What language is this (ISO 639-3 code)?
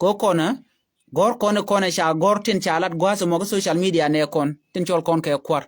nus